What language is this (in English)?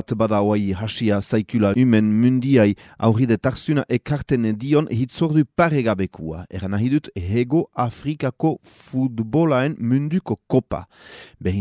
Basque